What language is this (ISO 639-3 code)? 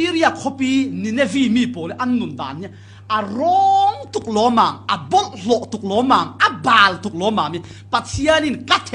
cfm